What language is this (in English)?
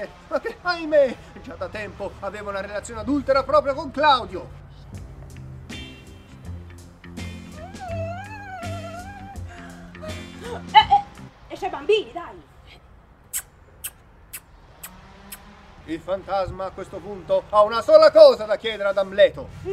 Italian